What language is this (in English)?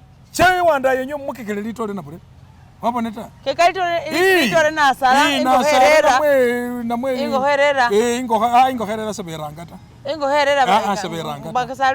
Masaaba